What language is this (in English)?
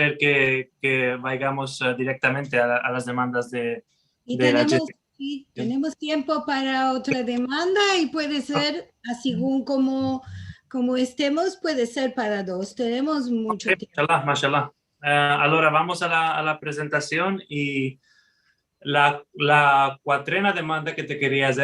Ladino